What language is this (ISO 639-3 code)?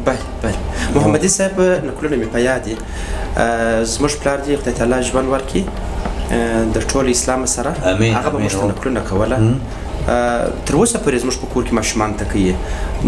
pus